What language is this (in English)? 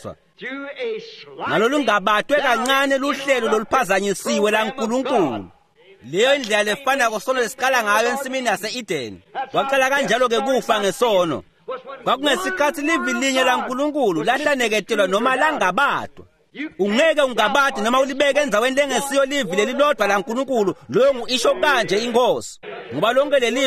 Swati